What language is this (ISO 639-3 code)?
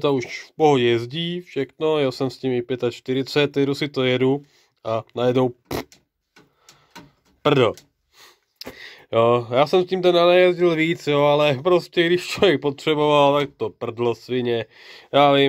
ces